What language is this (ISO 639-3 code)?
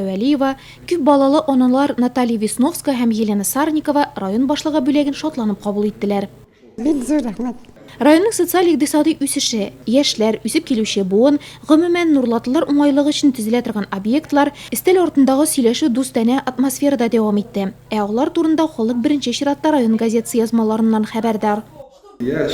tat